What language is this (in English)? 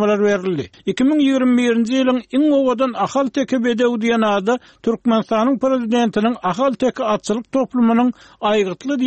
Turkmen